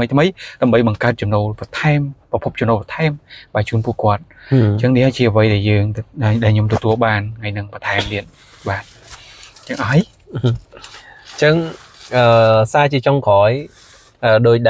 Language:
Khmer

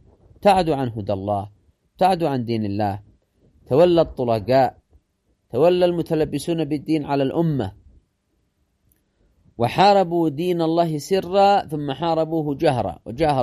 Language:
Arabic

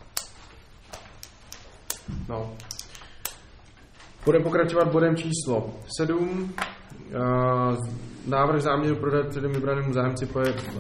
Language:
Czech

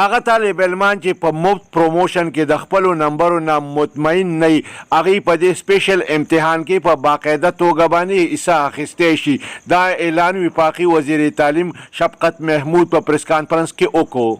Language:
Pashto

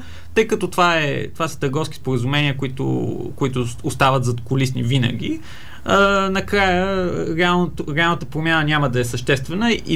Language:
Bulgarian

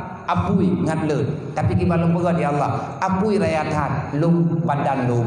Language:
Achinese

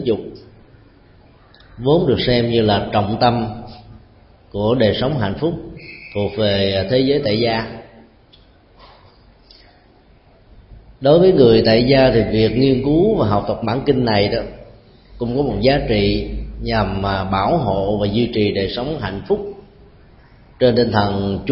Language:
Vietnamese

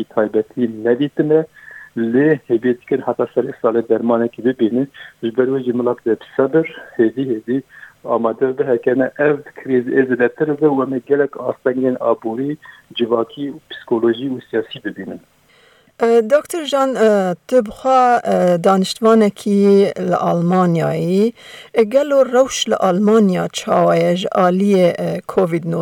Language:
Kurdish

